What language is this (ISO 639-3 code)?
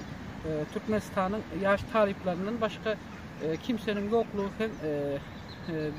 tuk